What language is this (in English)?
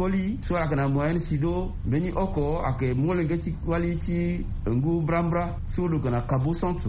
Sango